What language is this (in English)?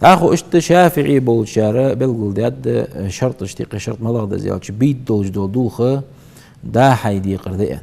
Ingush